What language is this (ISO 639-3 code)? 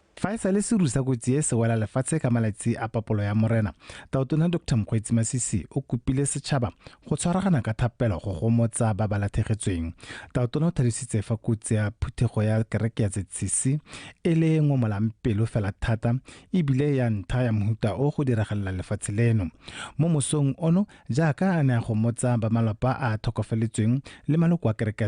tsn